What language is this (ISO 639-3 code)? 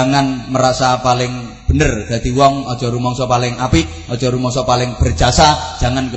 jav